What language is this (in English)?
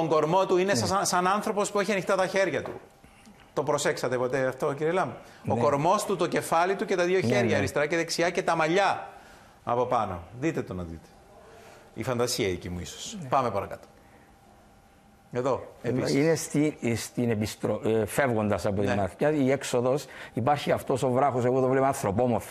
Greek